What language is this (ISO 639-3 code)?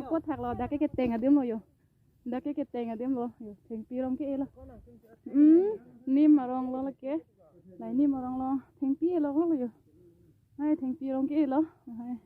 mjw